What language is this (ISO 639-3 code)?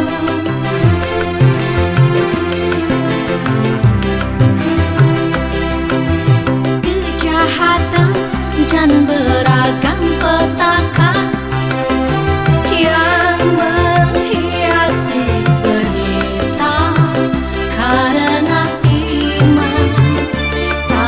ind